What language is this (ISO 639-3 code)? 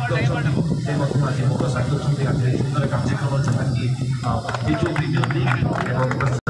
ori